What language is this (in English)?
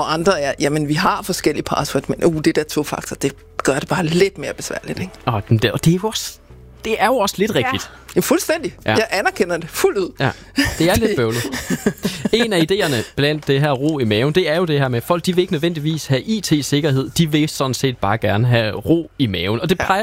Danish